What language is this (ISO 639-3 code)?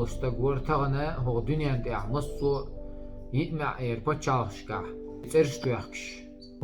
che